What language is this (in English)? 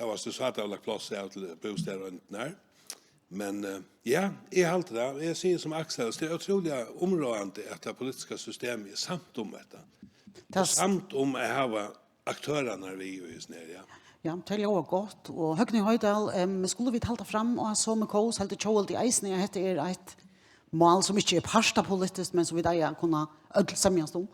Faroese